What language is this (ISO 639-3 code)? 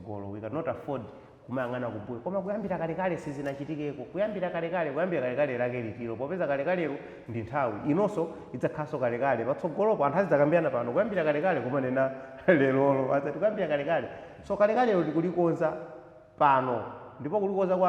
nya